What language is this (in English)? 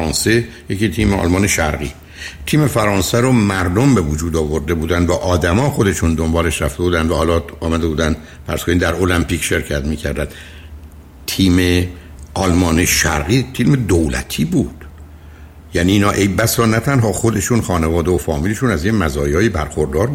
Persian